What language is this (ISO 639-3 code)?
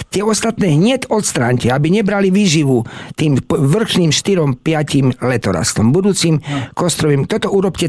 slk